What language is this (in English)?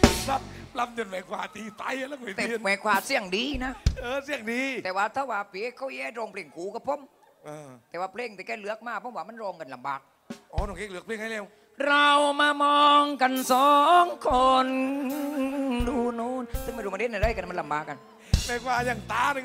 Thai